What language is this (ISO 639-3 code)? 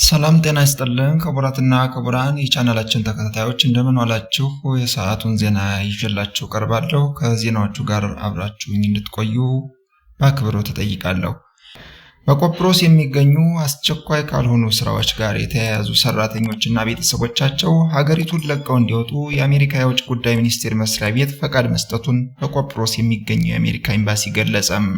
amh